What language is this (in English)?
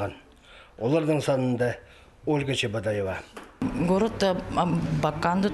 Khakas